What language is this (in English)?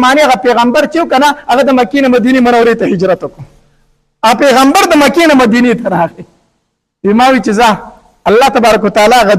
Pashto